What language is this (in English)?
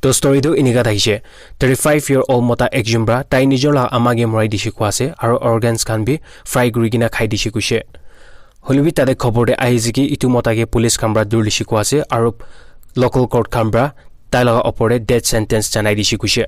Naga Pidgin